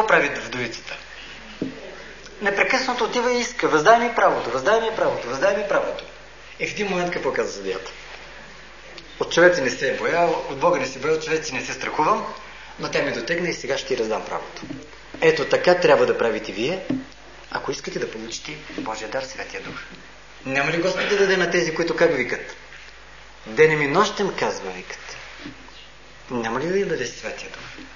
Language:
Bulgarian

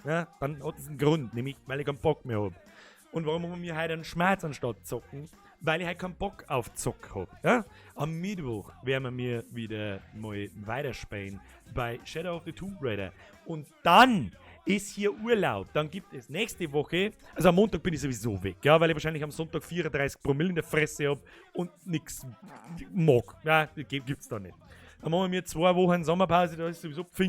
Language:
Bavarian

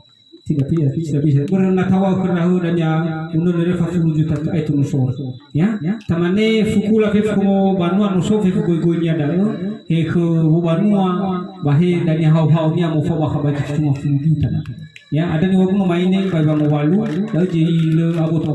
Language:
Nias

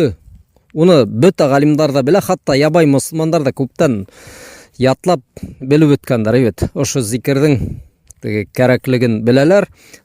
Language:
Bashkir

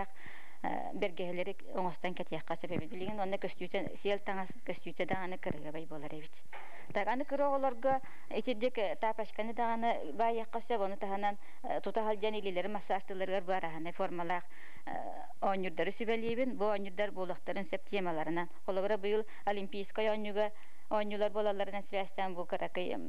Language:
Yakut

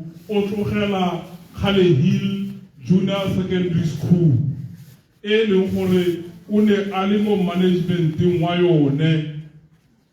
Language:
Tswana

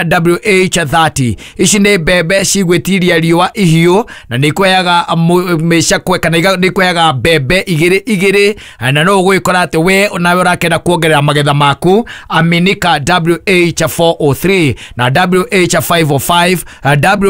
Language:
Kikuyu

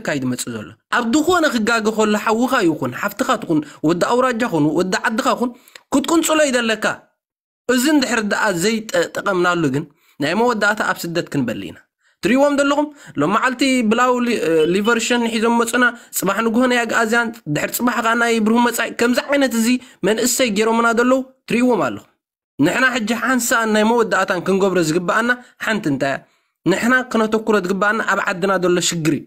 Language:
Tigrinya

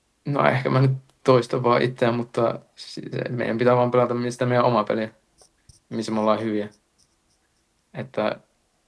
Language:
Finnish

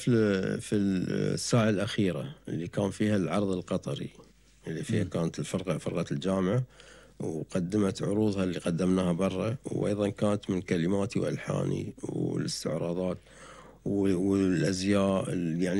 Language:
Gulf Arabic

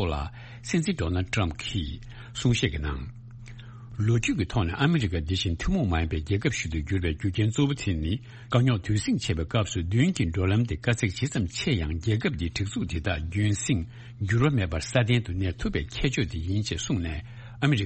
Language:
Tibetan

